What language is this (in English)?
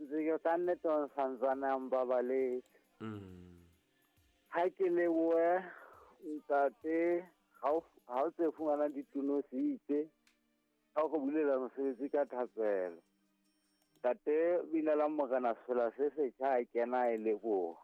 Southern Sotho